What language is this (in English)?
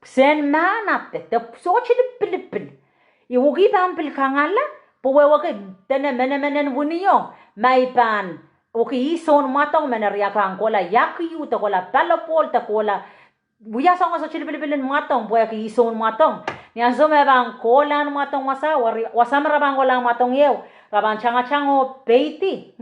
Pohnpeian